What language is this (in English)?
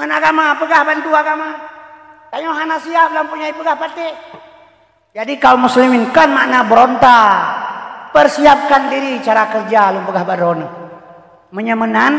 Achinese